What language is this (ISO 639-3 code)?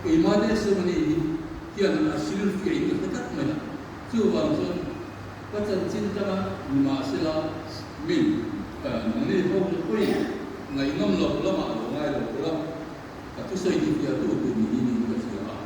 lus